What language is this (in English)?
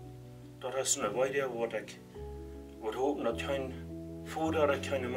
Plautdietsch